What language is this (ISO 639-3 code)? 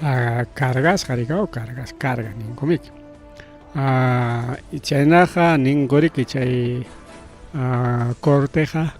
quy